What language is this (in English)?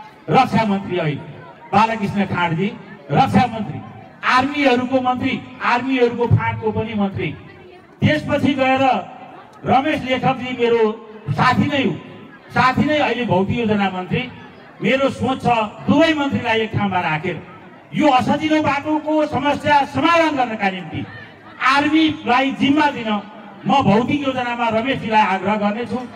Nepali